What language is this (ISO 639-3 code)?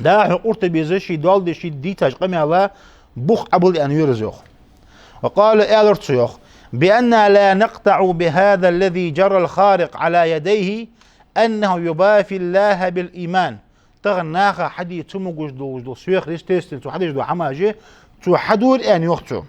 inh